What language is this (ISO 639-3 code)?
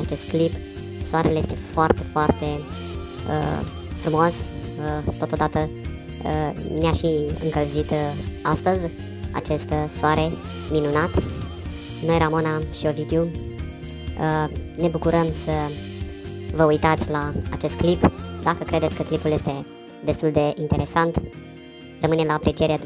ron